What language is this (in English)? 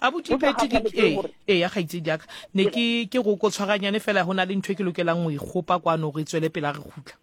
Southern Sotho